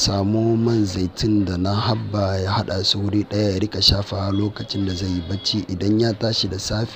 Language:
Hausa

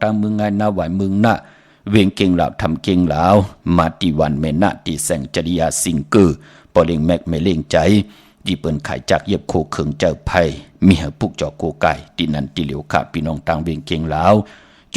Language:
Shan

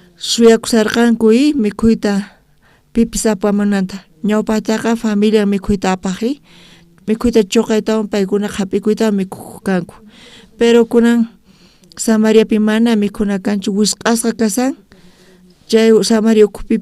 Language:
South Bolivian Quechua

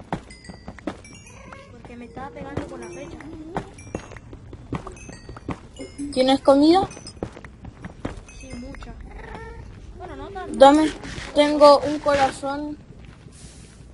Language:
Spanish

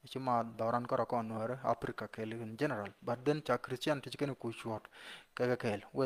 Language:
Nuer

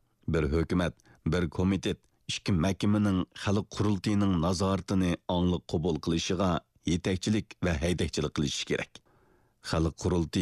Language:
Uyghur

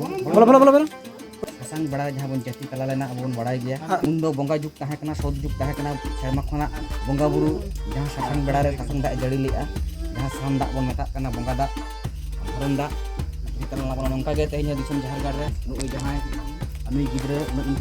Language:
Santali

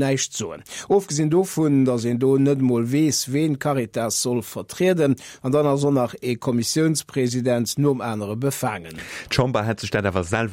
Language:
Luxembourgish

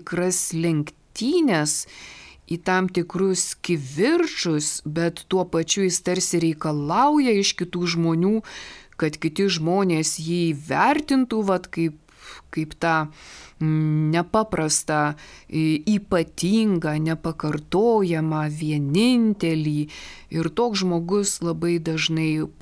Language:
Lithuanian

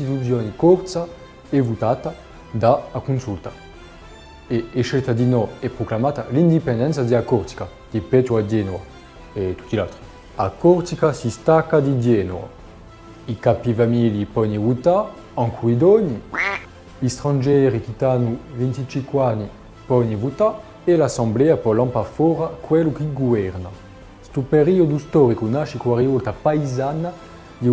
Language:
Corsican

